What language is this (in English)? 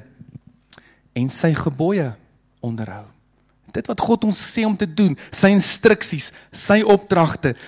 Afrikaans